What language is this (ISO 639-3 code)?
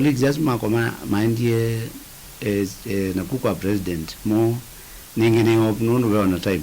kam